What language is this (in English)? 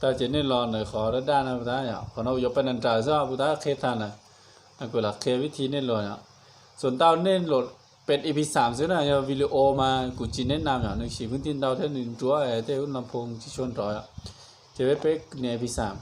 Hmong